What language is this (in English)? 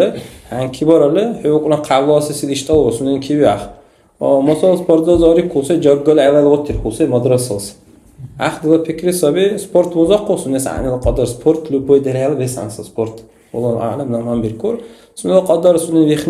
Dargwa